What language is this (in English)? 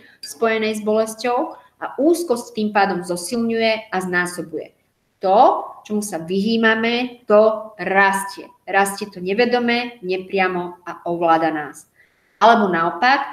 Slovak